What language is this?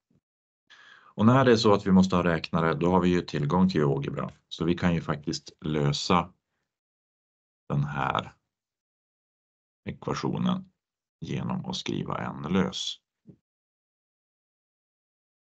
Swedish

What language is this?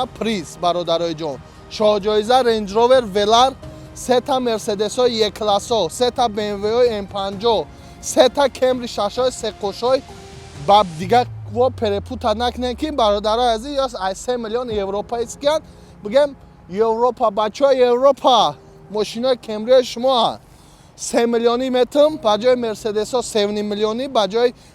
Tajik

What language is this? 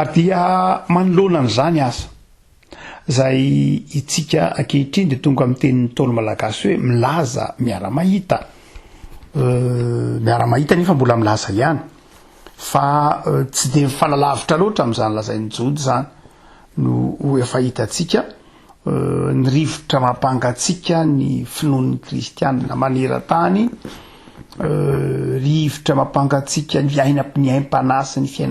Malagasy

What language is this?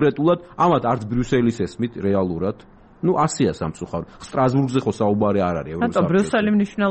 Georgian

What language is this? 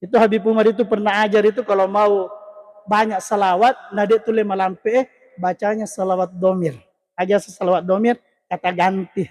Buginese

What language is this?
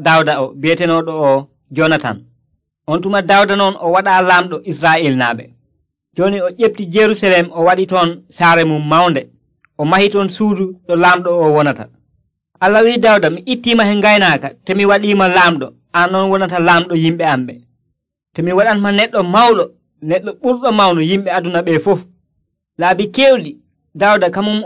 Nigerian Fulfulde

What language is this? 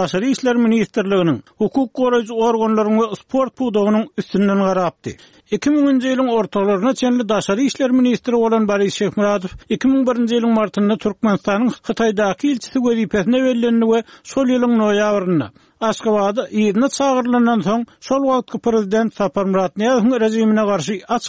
Turkmen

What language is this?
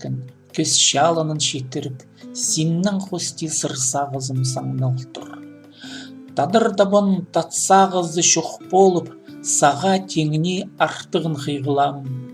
Khakas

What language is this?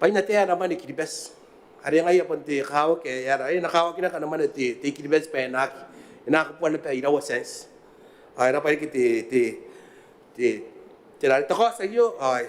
Gilbertese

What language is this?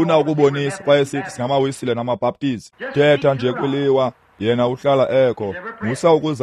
Xhosa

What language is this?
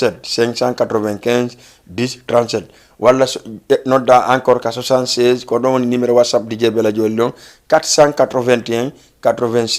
Fula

